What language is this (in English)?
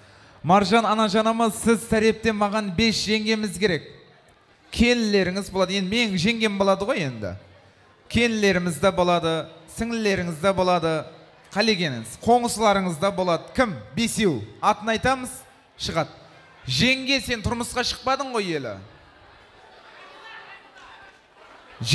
Kazakh